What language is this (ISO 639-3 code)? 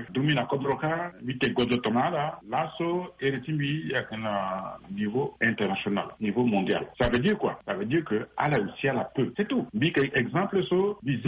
sag